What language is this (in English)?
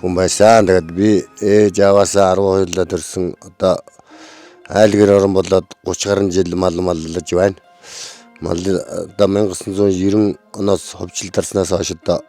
Mongolian